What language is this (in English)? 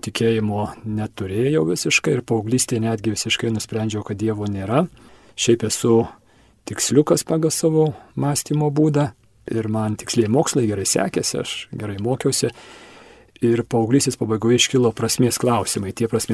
Lithuanian